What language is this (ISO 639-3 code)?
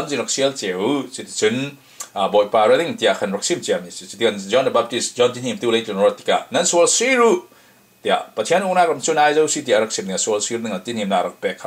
cfm